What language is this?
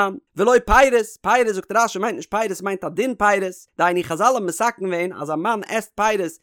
Yiddish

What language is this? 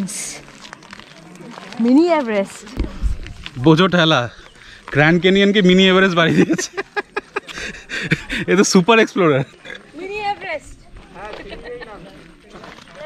Bangla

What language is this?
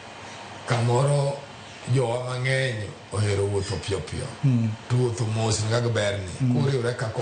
Luo (Kenya and Tanzania)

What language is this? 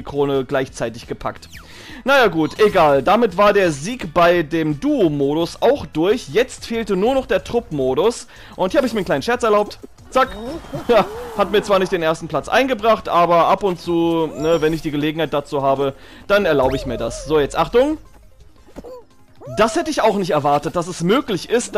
German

